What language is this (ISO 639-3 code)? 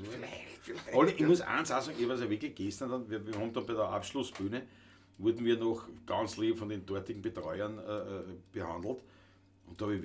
bar